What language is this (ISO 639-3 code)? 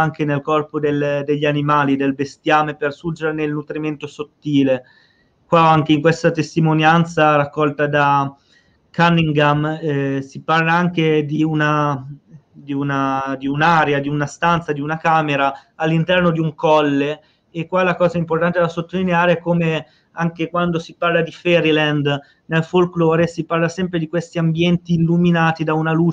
ita